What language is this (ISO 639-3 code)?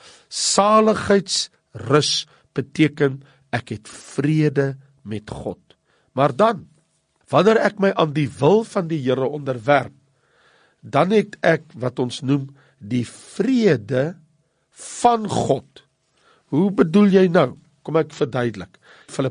afr